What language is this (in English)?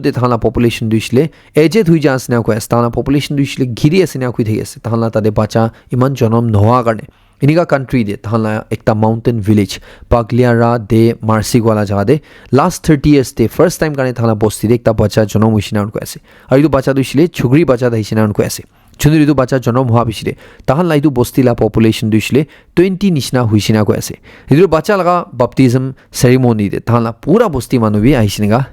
Naga Pidgin